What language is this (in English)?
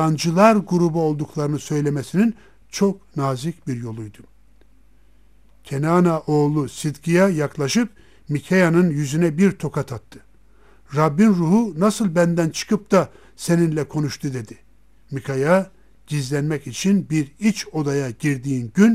Turkish